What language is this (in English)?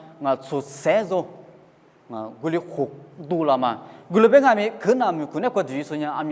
Lisu